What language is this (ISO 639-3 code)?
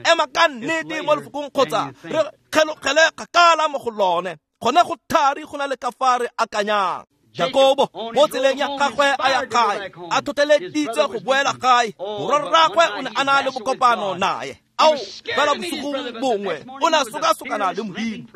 tsn